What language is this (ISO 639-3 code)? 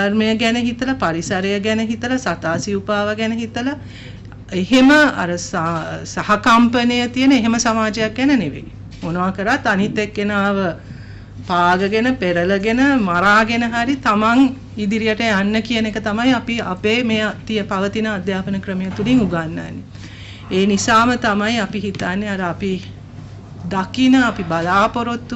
sin